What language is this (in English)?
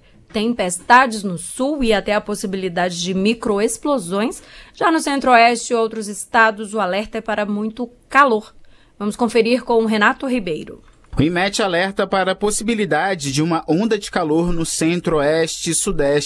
Portuguese